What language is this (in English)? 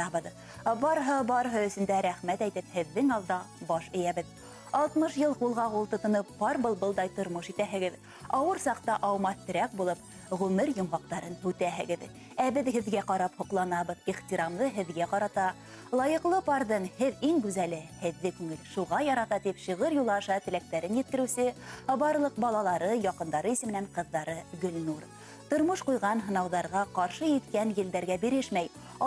Bashkir